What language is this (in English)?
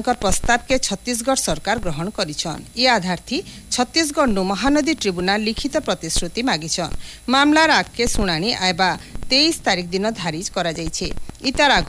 Odia